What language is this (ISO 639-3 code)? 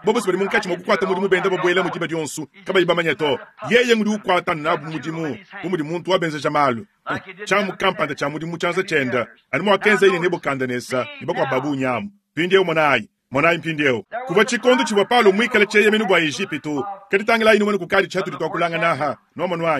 lua